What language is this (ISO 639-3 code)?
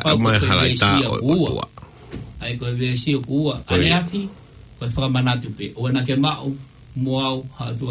ton